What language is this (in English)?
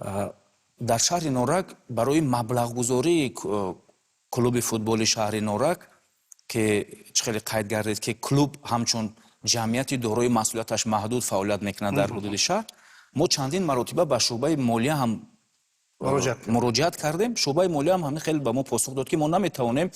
Tajik